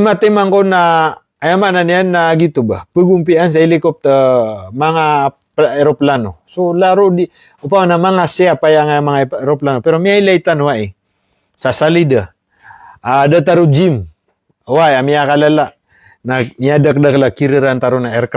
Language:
Maranao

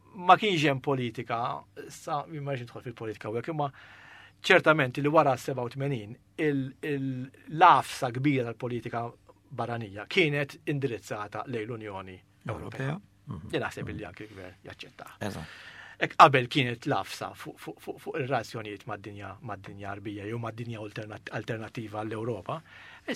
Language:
Maltese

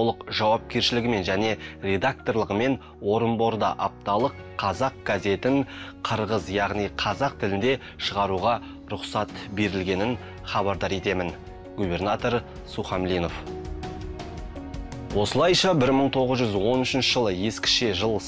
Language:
Kazakh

